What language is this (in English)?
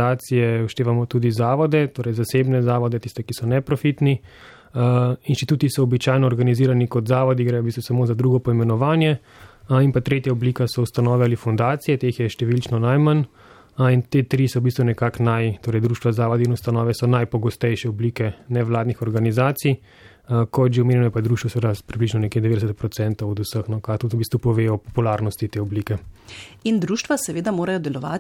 Slovenian